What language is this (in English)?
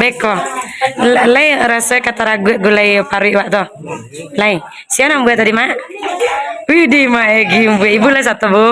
Minangkabau